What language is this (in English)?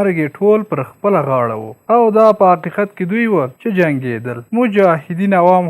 Pashto